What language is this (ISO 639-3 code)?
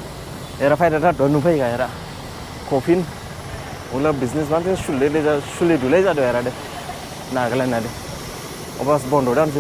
dis